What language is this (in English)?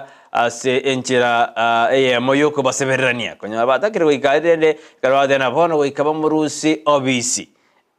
Gusii